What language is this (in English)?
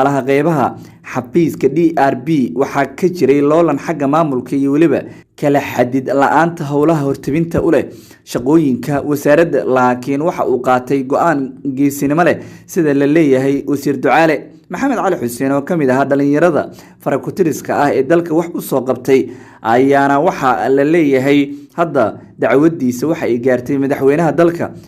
Somali